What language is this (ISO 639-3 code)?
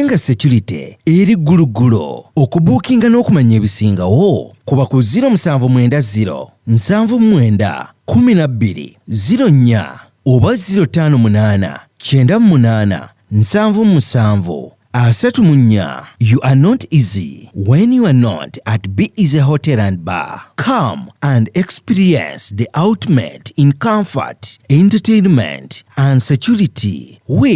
lug